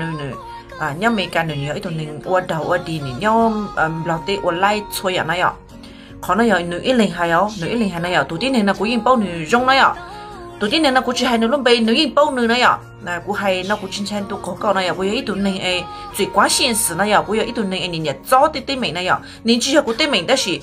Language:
Hmong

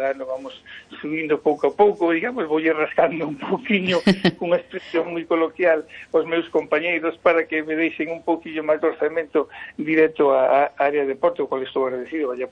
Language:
Galician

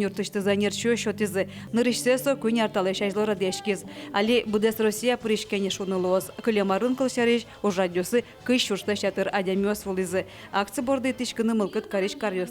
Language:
Udmurt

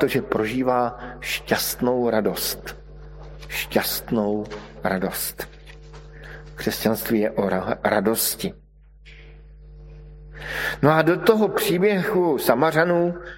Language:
Czech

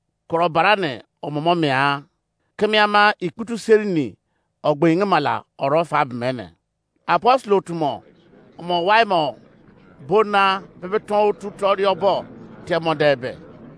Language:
Izon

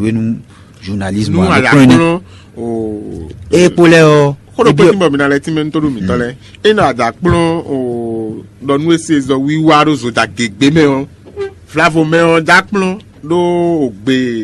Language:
Fon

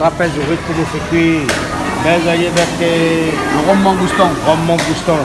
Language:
Réunion Creole French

